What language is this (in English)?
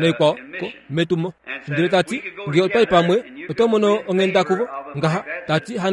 Kuanyama